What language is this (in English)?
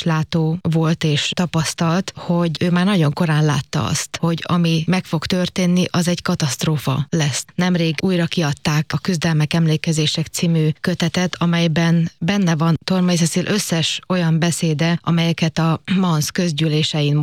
Hungarian